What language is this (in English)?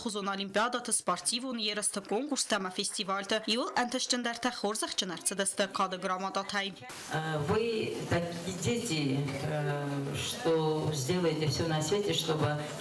Ossetic